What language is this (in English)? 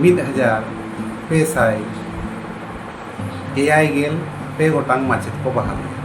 Santali